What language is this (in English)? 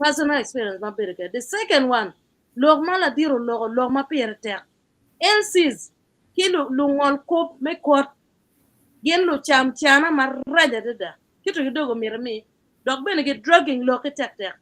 Acoli